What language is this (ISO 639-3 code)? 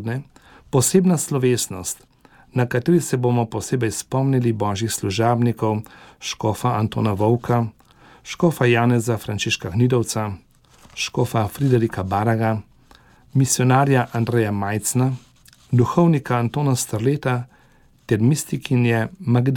slv